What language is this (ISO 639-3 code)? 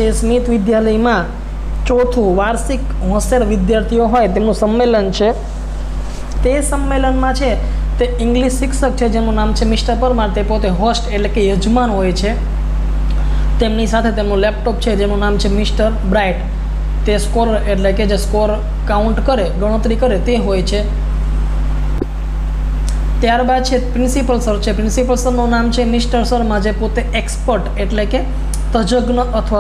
guj